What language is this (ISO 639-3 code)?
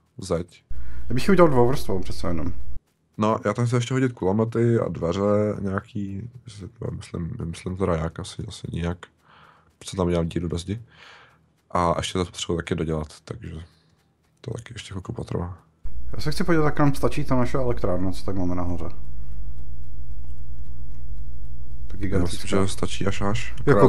ces